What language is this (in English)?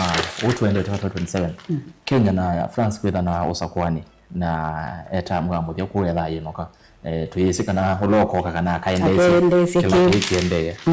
Kamba